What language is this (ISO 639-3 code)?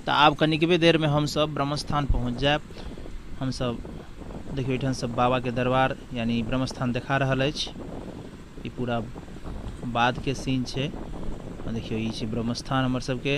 mai